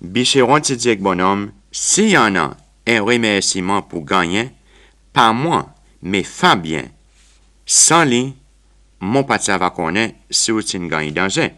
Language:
Seselwa Creole French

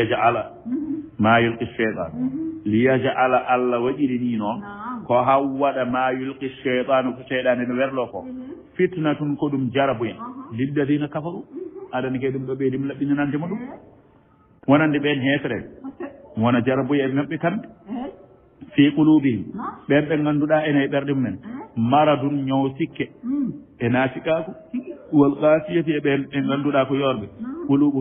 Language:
Fula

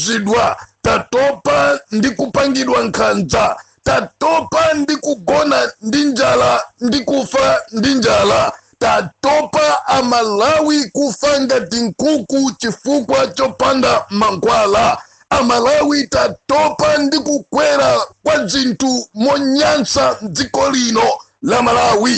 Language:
Nyanja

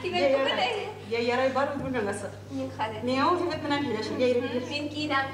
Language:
Bashkir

